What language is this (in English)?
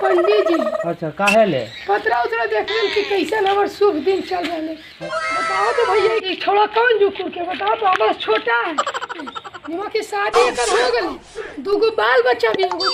Magahi